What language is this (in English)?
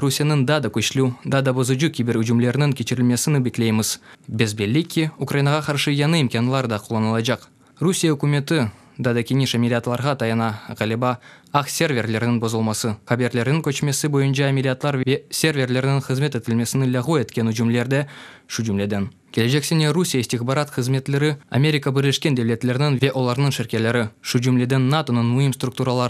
Crimean Tatar